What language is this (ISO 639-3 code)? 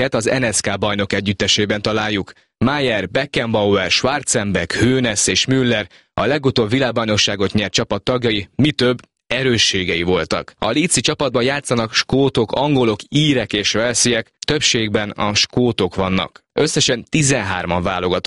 hun